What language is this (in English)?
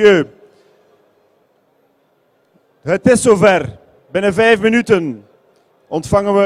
Dutch